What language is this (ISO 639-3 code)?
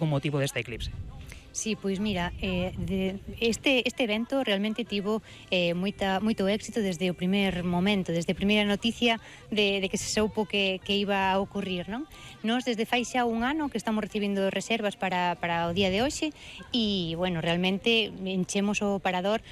glg